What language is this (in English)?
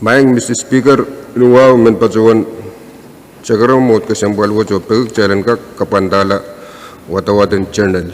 Pohnpeian